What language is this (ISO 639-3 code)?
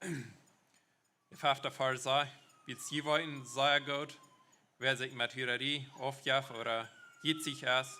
pdt